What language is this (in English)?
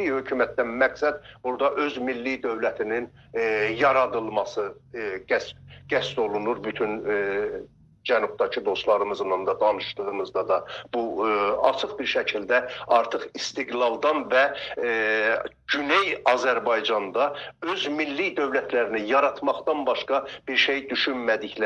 South Azerbaijani